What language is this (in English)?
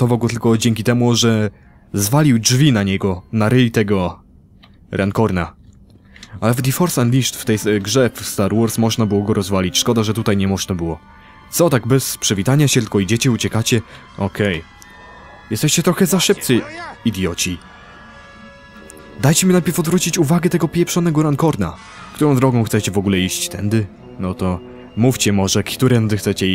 Polish